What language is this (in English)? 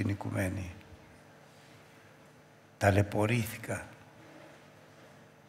Greek